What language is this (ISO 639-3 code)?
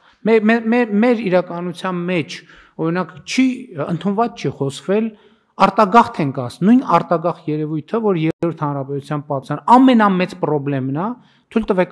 hye